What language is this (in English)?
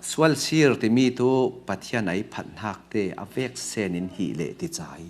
Falam Chin